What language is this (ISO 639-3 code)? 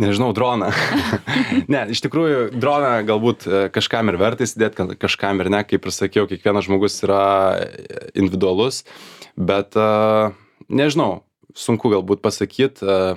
lit